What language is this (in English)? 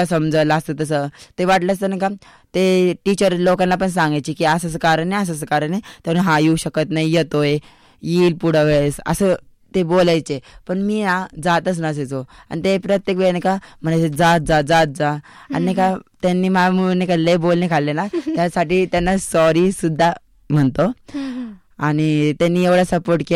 Marathi